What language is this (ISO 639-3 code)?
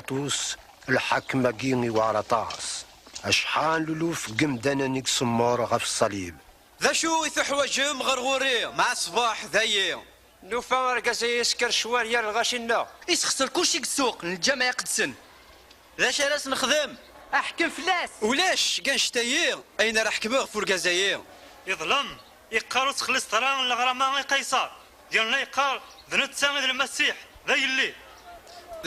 kab